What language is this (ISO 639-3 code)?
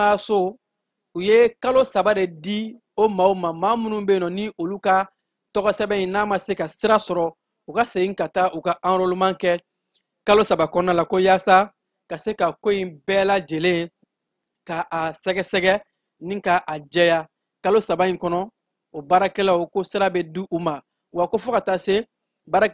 bam